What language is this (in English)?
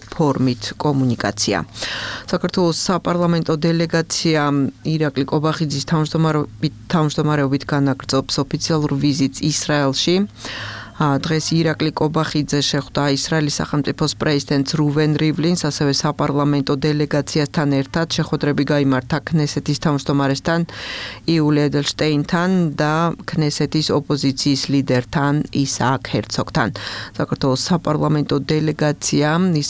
Georgian